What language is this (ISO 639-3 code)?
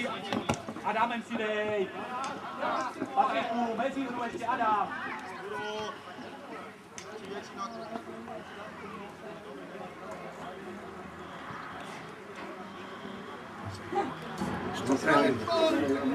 ces